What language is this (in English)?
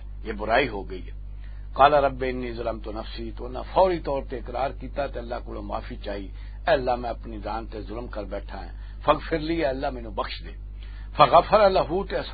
Western Panjabi